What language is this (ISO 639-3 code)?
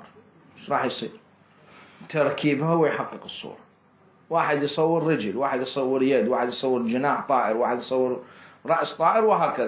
acm